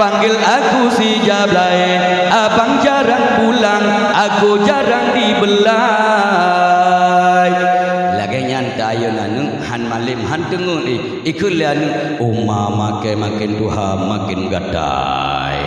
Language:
Achinese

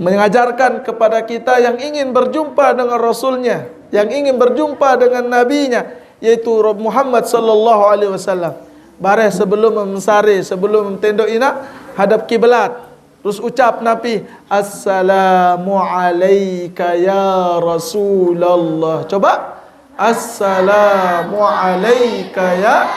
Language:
Sasak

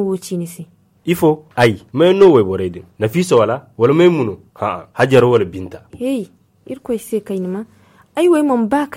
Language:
Zarma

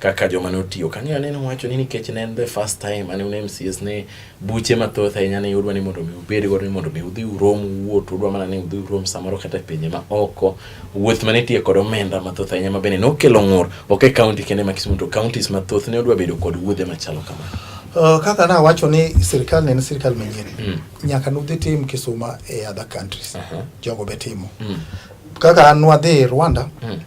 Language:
Luo (Kenya and Tanzania)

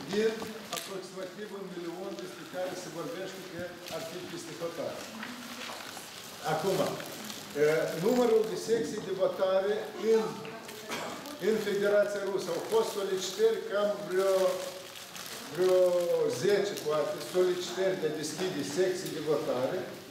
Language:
Romanian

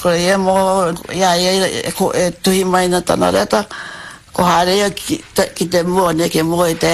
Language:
Māori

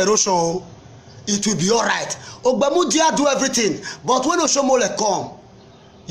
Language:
Nigerian Pidgin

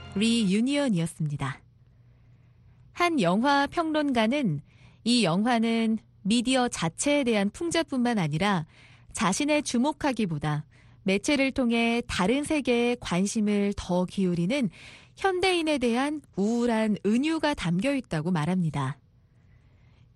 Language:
Korean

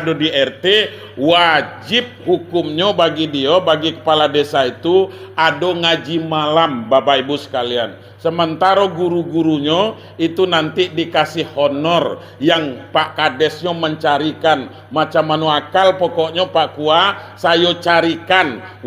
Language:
Minangkabau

